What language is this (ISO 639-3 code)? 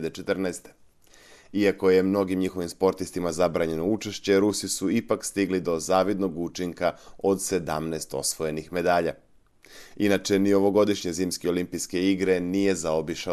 srp